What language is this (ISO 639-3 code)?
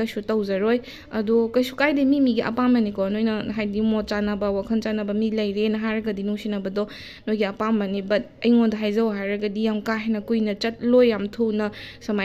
mni